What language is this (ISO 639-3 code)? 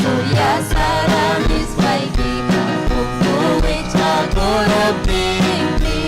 quy